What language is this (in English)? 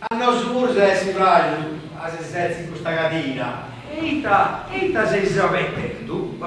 Sardinian